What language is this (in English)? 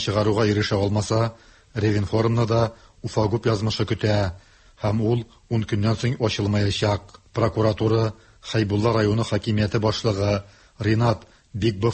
Tatar